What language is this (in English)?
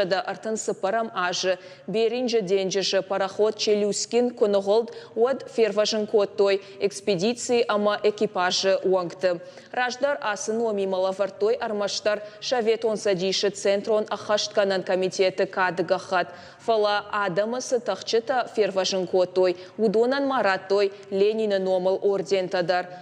Ossetic